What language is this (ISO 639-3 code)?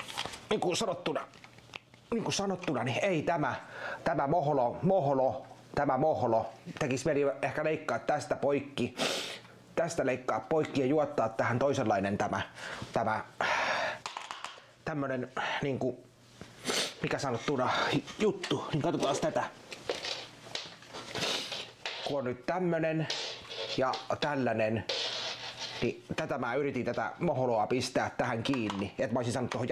fin